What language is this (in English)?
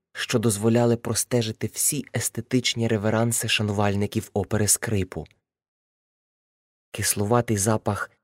Ukrainian